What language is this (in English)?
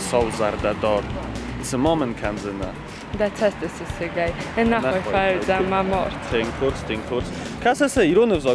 Ossetic